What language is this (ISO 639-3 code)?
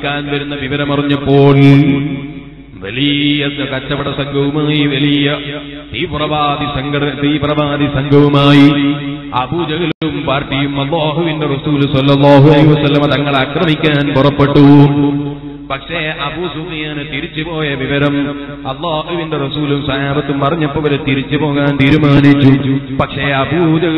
mal